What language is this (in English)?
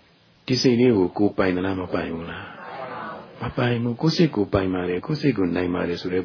Burmese